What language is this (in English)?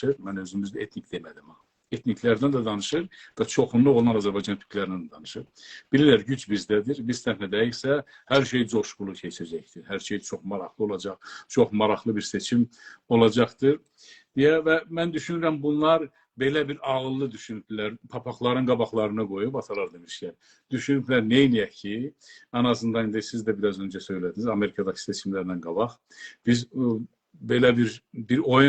South Azerbaijani